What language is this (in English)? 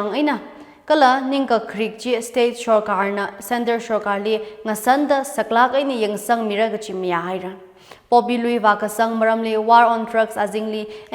Tangkhul Naga (India)